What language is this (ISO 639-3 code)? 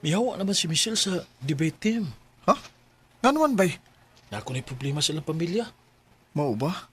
ceb